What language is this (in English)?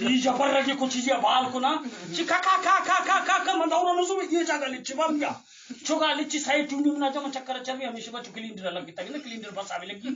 Eastern Balochi